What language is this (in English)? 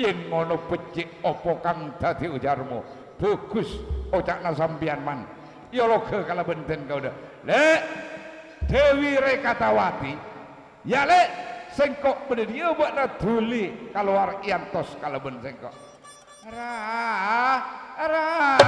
Madurese